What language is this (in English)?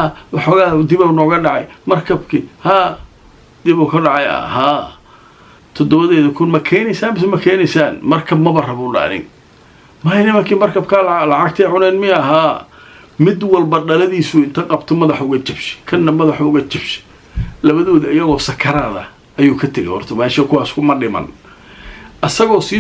Somali